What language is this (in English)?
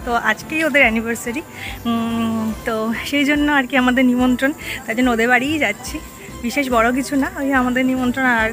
Bangla